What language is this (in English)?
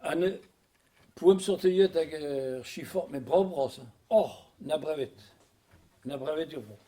Breton